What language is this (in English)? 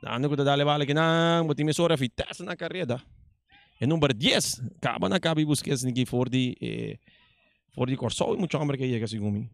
Papiamento